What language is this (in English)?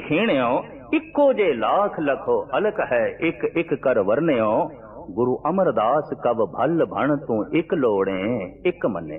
Punjabi